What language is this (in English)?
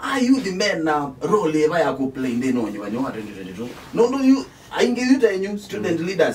Kamba